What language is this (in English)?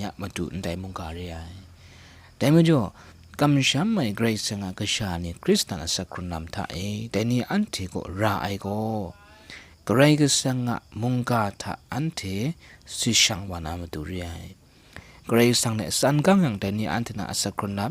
Kachin